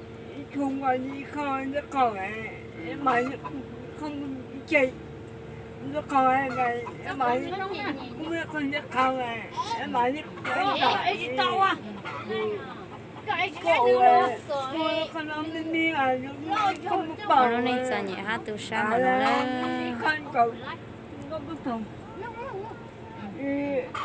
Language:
Vietnamese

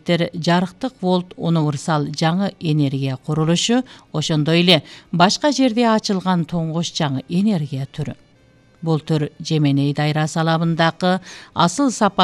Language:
Kyrgyz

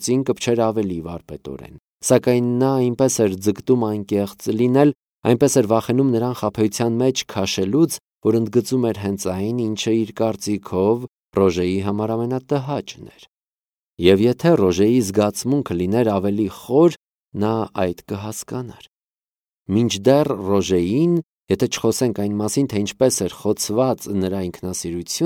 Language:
Armenian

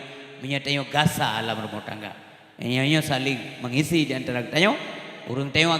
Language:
Achinese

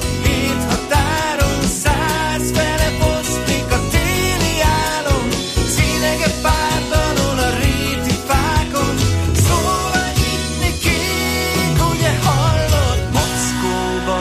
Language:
Hungarian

